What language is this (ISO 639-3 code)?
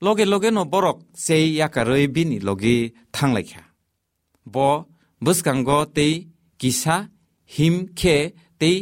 trp